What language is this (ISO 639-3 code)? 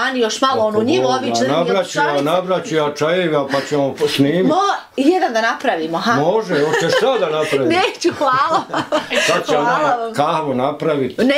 bos